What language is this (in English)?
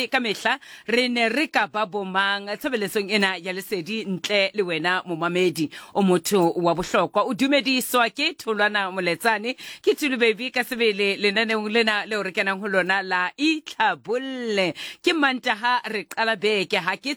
Southern Sotho